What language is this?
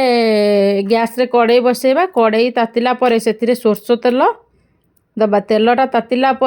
Odia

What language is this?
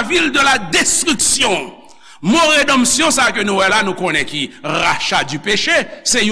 Haitian Creole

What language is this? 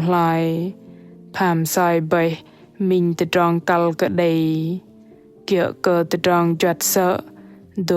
Bahnar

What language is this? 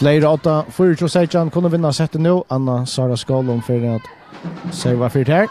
Faroese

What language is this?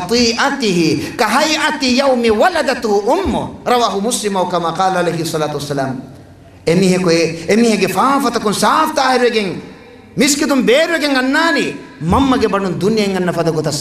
Divehi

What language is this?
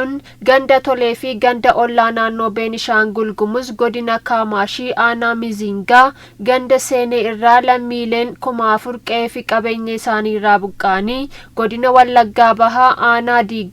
Oromo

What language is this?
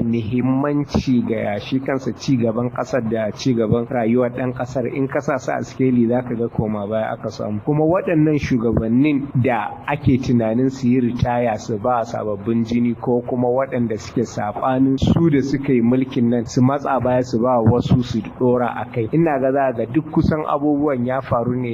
Hausa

